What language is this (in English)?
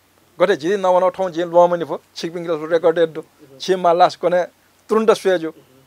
Newari